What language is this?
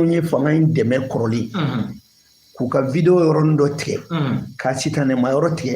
Bambara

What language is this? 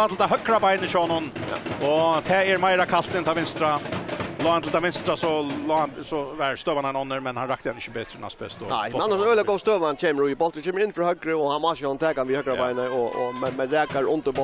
Faroese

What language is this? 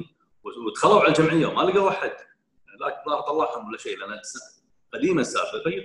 Gulf Arabic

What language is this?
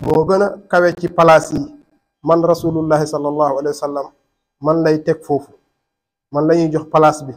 Wolof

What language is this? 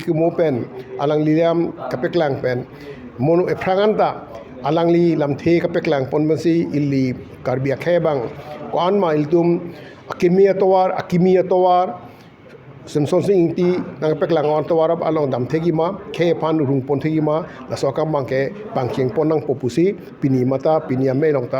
Karbi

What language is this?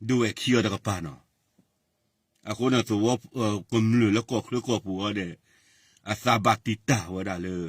S'gaw Karen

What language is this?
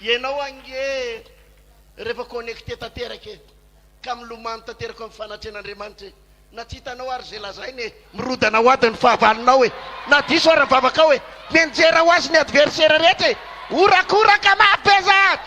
Malagasy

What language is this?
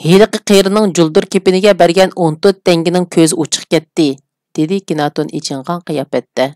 Uyghur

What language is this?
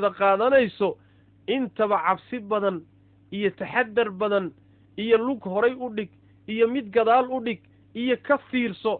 Somali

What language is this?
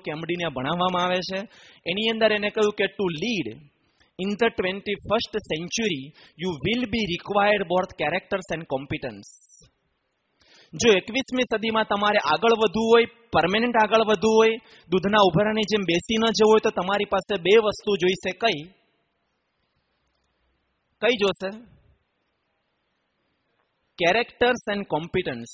Gujarati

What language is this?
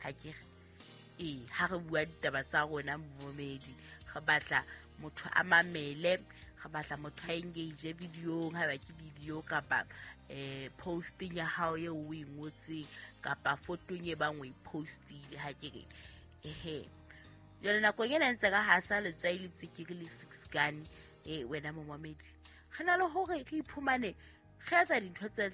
Southern Sotho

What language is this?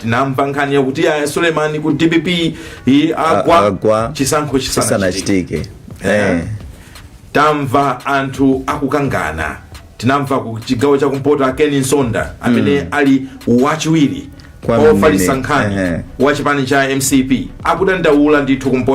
Nyanja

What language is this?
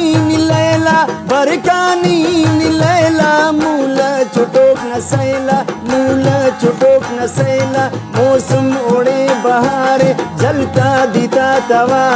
Brahui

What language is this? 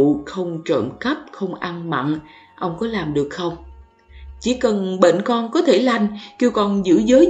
Vietnamese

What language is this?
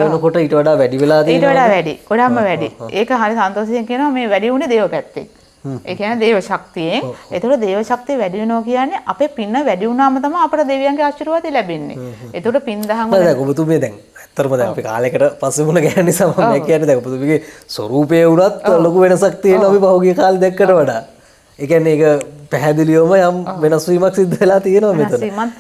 Sinhala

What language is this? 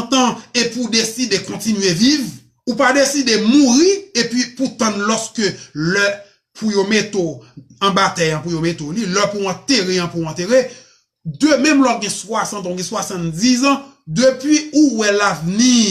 Haitian Creole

